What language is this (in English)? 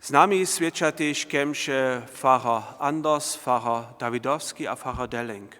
Upper Sorbian